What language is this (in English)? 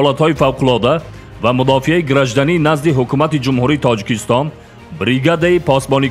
Tajik